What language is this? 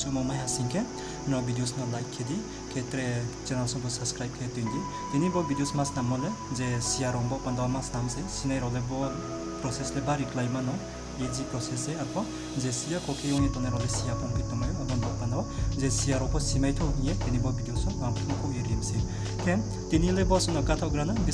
Riang (India)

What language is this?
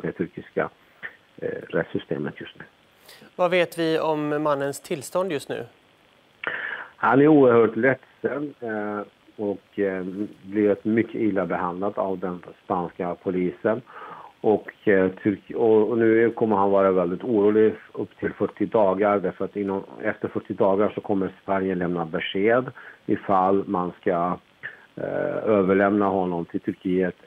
Swedish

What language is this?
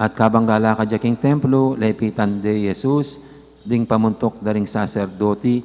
Pampanga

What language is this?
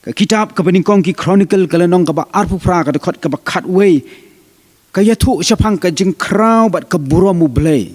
Khasi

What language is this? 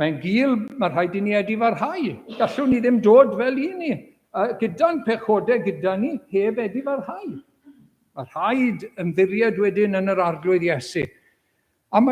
Welsh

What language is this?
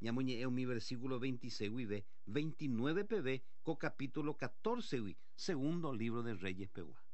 Guarani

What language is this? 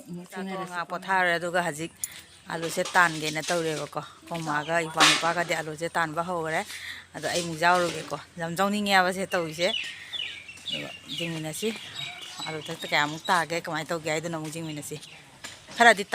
Manipuri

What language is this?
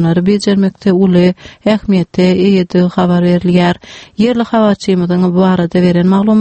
Turkmen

